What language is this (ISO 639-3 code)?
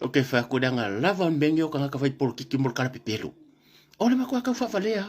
smo